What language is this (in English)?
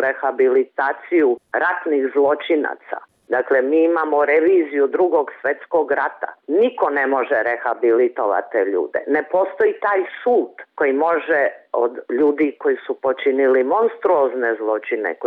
Bosnian